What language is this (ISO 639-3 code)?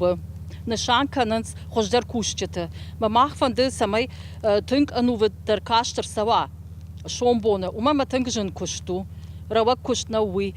oss